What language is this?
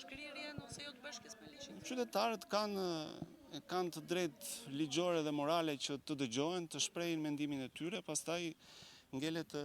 Albanian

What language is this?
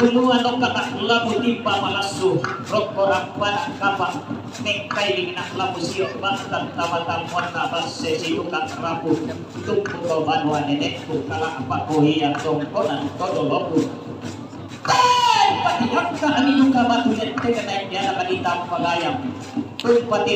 Toraja-Sa'dan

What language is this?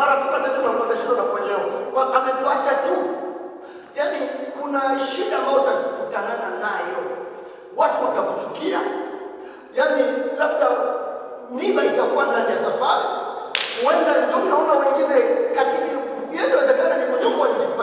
Swahili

